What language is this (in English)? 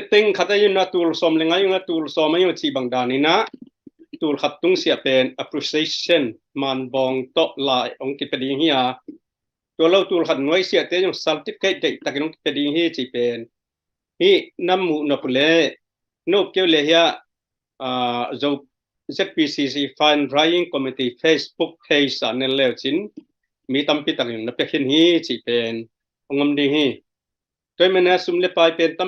Tedim Chin